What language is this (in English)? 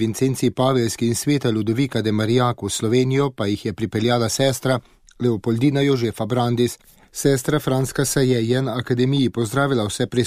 Slovenian